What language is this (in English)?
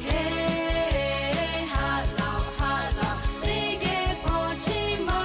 Lahu